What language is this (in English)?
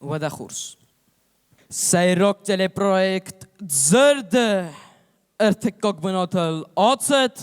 Ossetic